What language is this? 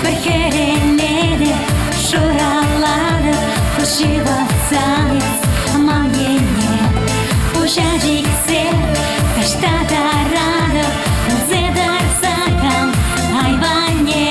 Chuvash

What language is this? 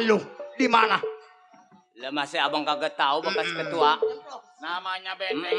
Betawi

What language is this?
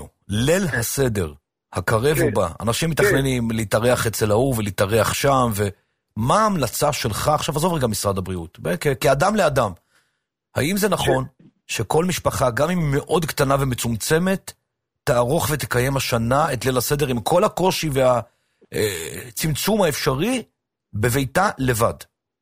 Hebrew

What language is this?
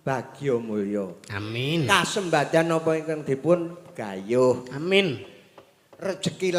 Javanese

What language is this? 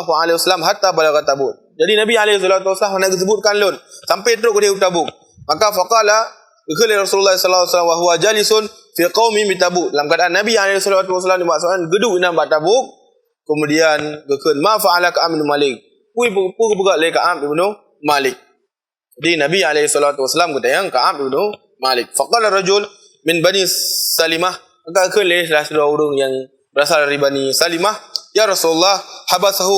Achinese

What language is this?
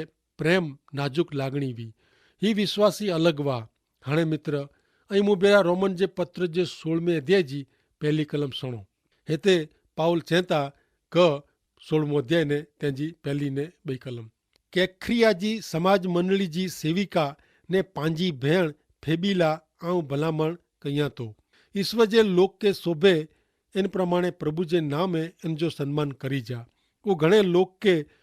Kachhi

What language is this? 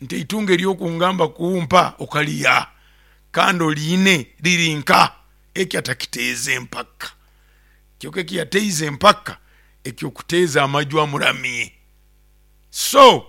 Nyoro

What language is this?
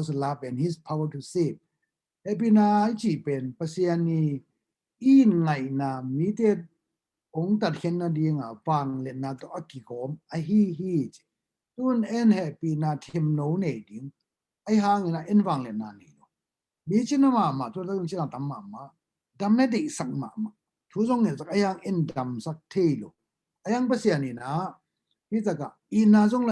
Tedim Chin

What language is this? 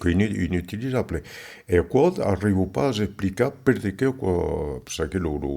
Occitan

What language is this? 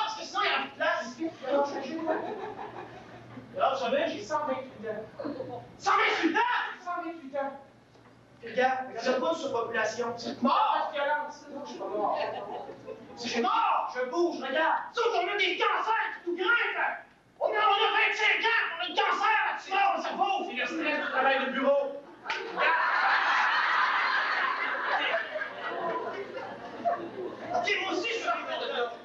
French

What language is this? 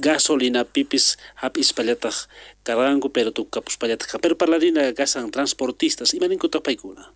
South Bolivian Quechua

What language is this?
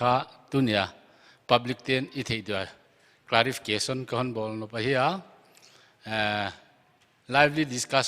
Paite Chin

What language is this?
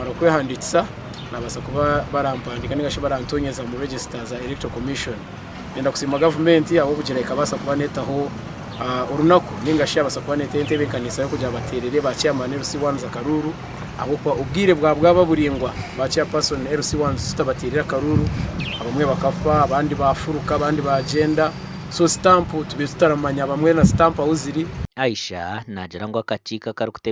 Nyankole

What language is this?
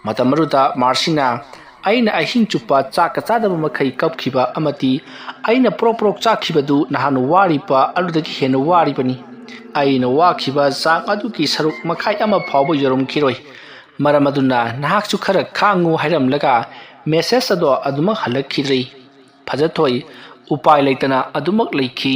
Manipuri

